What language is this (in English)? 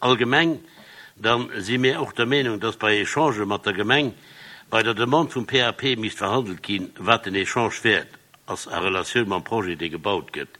Luxembourgish